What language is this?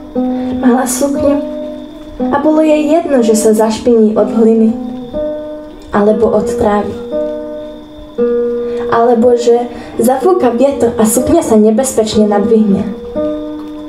Slovak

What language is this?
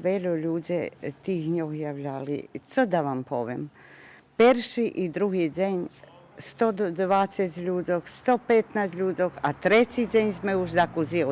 Rusyn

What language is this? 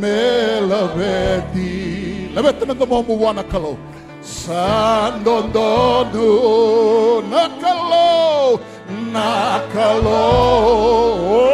Fijian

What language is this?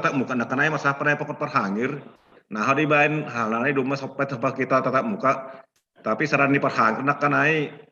Batak Simalungun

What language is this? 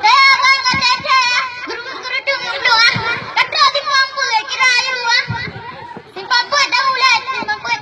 Achinese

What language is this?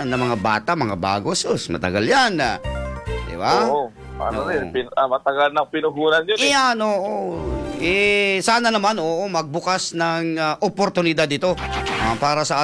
Filipino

